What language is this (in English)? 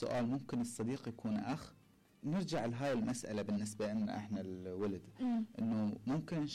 Mesopotamian Arabic